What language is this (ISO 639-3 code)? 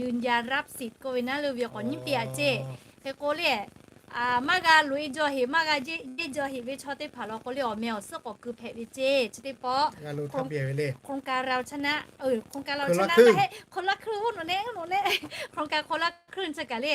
lhu